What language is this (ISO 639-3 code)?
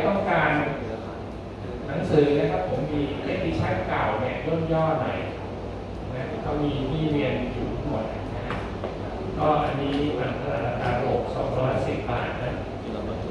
tha